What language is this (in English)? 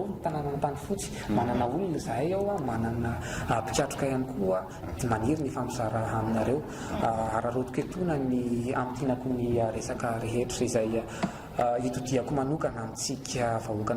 Malagasy